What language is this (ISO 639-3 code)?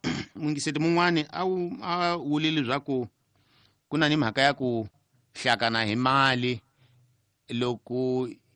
tso